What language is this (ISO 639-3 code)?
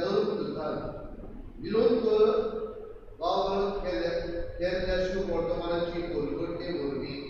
kok